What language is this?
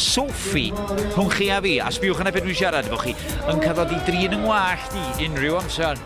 Welsh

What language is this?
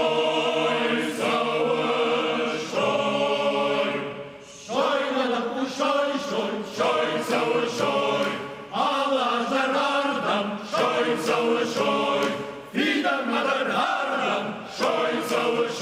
Ossetic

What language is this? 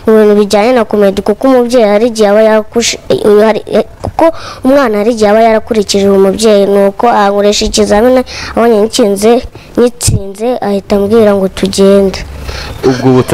Kinyarwanda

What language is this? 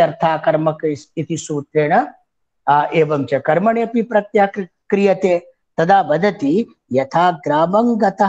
Sanskrit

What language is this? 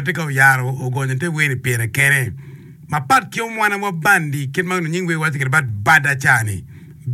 Acoli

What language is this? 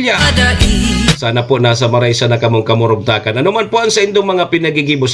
Bikol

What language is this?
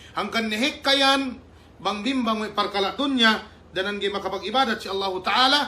Yakan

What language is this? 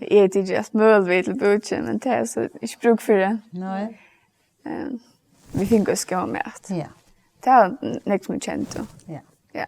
Faroese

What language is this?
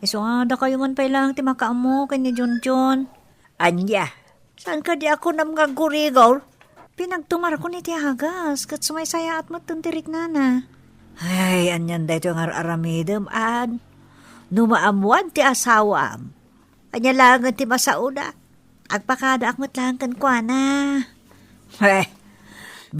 Iloko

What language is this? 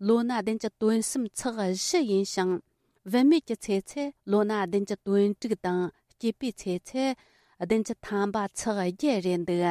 Tibetan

